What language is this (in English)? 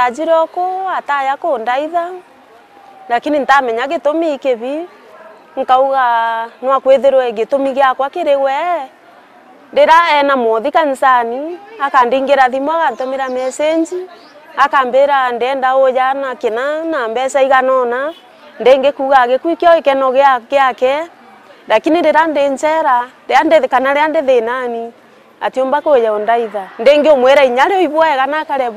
Meru